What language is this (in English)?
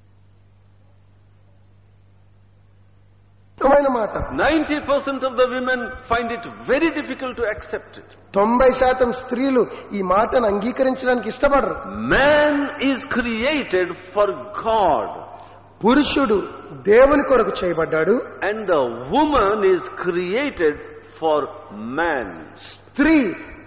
Telugu